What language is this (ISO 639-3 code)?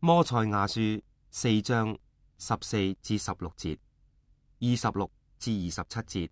yue